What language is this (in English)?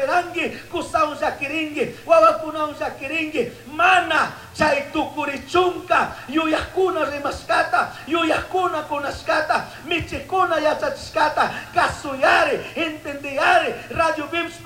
Chimborazo Highland Quichua